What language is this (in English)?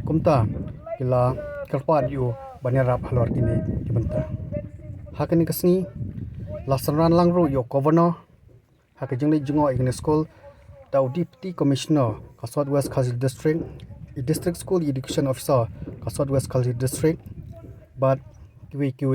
Khasi